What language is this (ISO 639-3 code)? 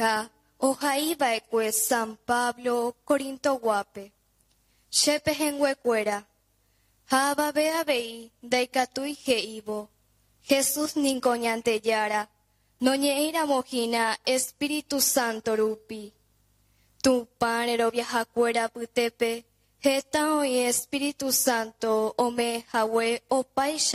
grn